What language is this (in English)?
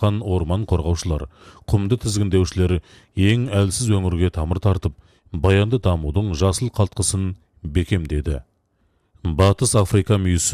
Kazakh